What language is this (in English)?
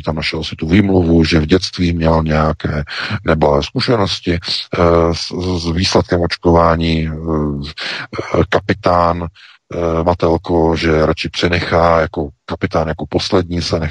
Czech